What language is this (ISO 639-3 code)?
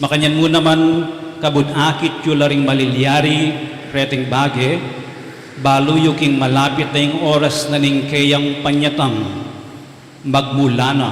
pam